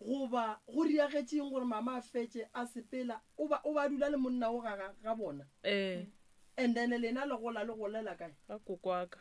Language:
Northern Sotho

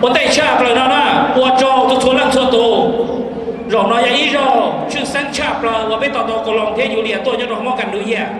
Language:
Hmong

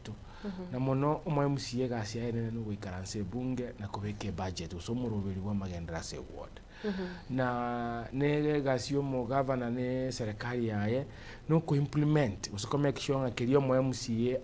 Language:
Gusii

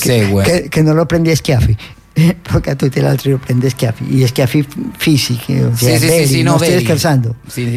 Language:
Italian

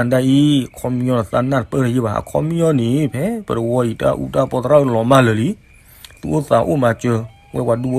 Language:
S'gaw Karen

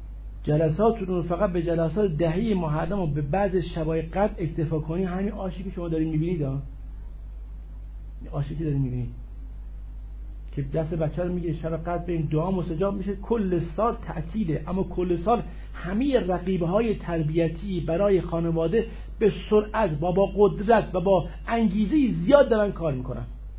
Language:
Persian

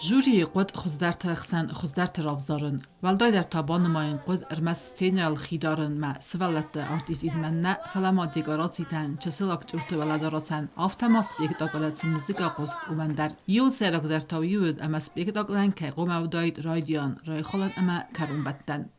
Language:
Ossetic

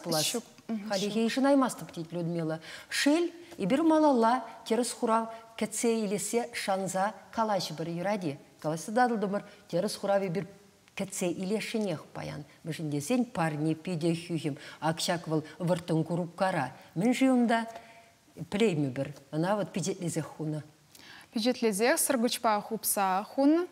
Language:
Chuvash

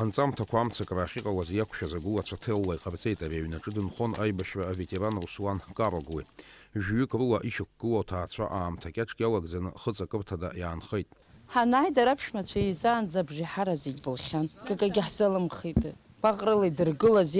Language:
Abkhazian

